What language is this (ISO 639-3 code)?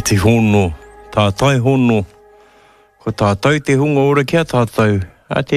mri